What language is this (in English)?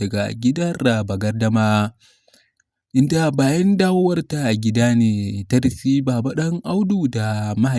Hausa